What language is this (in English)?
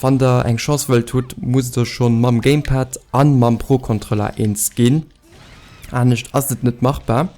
Luxembourgish